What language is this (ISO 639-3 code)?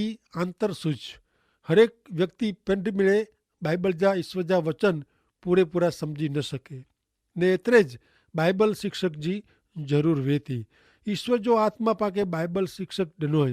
kfr